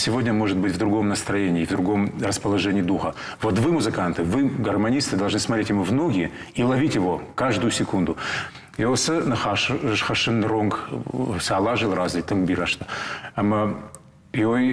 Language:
Ossetic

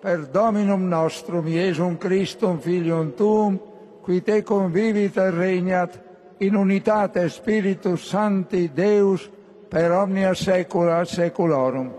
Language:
Latin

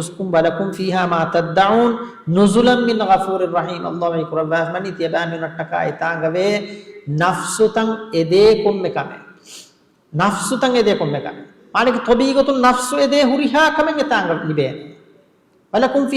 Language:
Divehi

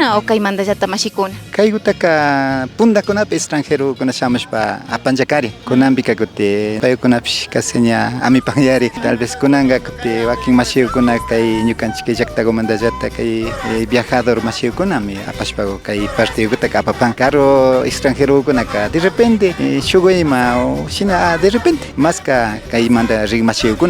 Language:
Imbabura Highland Quichua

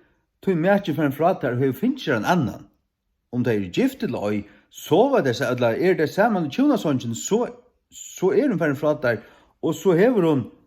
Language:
Faroese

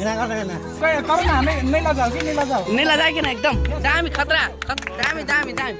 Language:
Maithili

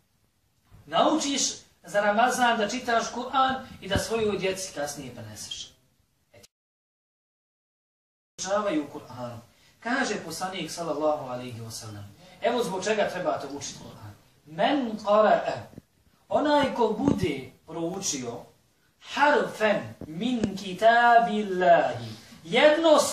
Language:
Bosnian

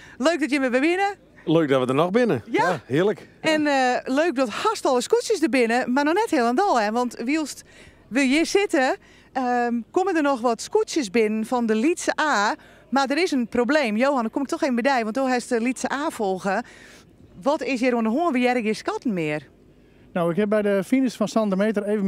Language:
Western Frisian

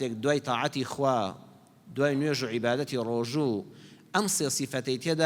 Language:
Central Kurdish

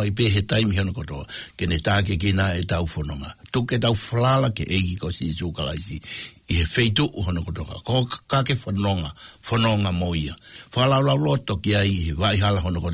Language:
Tongan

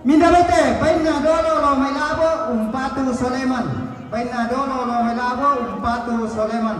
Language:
Toraja-Sa'dan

